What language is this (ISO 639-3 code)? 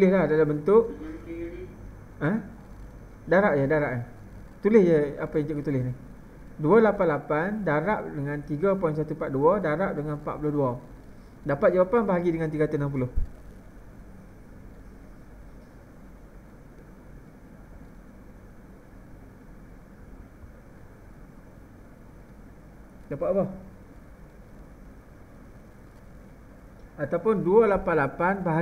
msa